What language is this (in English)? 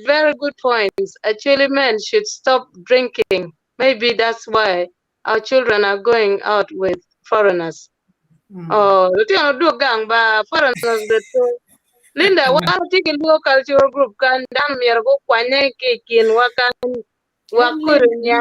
Acoli